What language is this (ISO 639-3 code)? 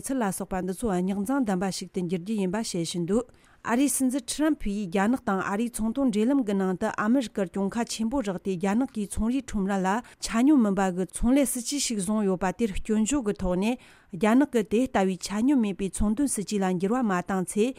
bod